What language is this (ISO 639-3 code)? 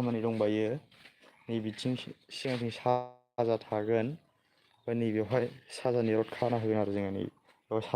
brx